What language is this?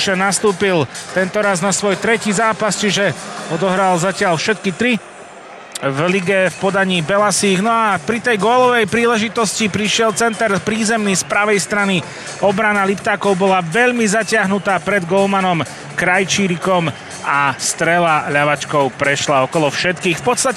Slovak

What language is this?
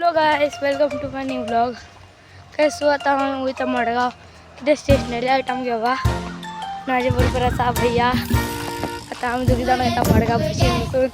Konkani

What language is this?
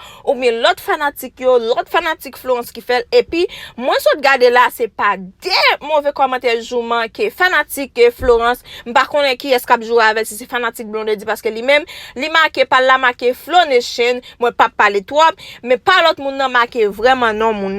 Haitian Creole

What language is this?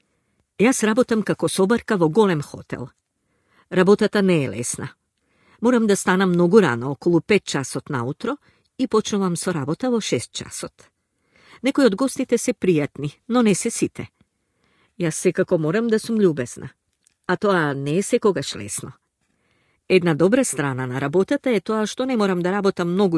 Macedonian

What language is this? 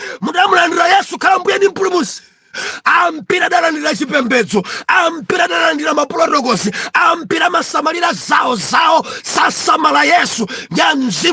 Nyanja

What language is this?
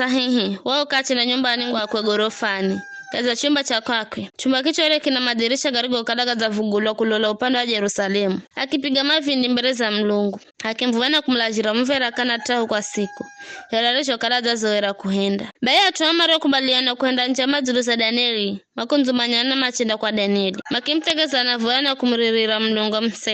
Giryama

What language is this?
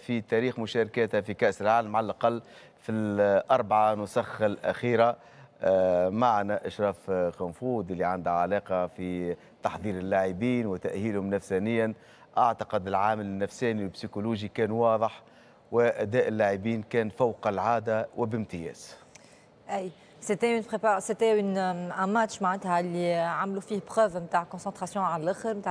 Tunisian Arabic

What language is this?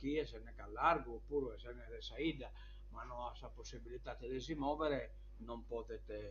Sardinian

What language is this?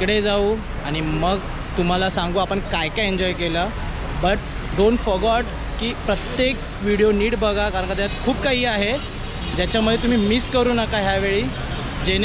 Marathi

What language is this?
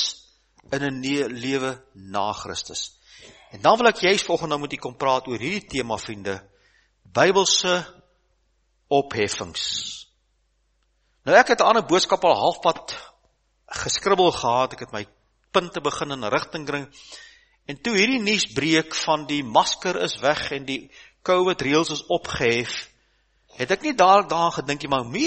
Afrikaans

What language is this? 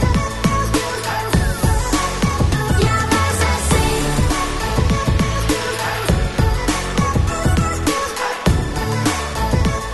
Dutch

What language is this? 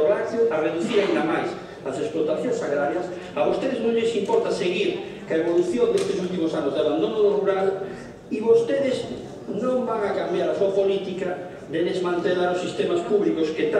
Galician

